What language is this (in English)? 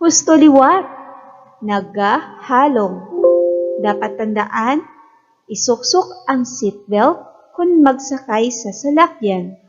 Hiligaynon